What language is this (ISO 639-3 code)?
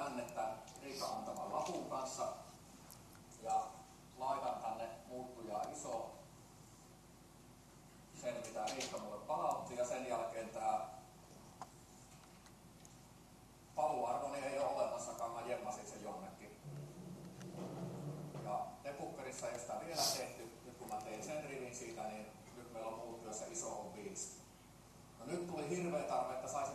fin